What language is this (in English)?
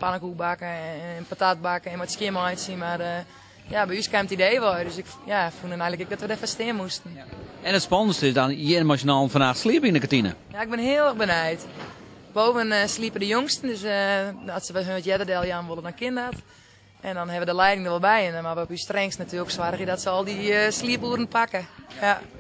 Western Frisian